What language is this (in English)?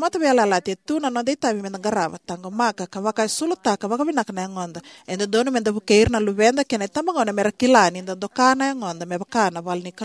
Fijian